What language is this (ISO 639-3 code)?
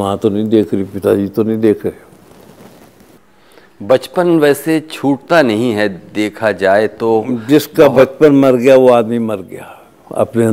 hin